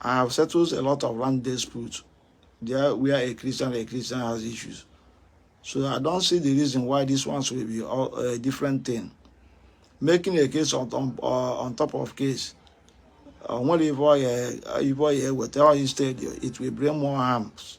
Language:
Igbo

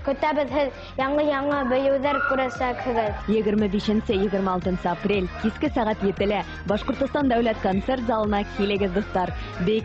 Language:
Bashkir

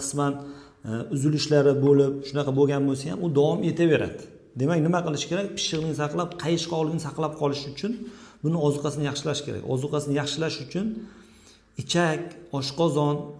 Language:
Uzbek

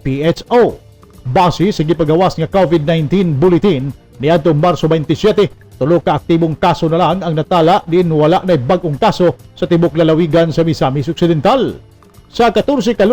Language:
Cebuano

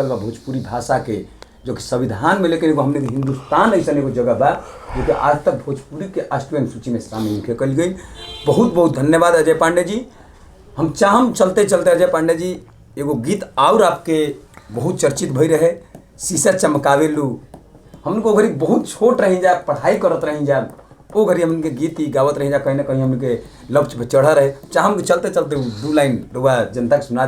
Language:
Bhojpuri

